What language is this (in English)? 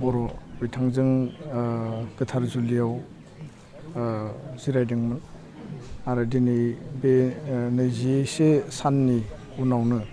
Bodo